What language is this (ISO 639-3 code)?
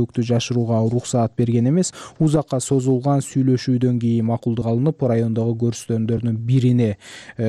kir